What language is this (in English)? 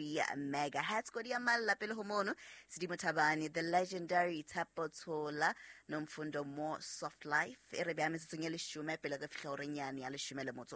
Southern Sotho